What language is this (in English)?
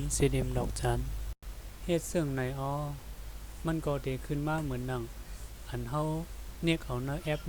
Shan